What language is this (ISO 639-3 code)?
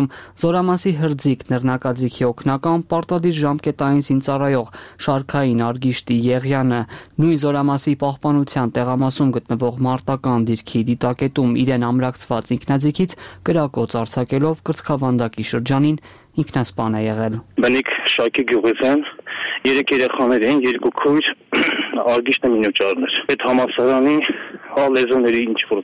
hye